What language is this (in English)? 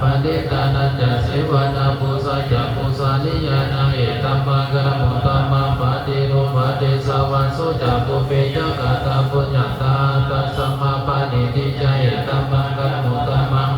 Pali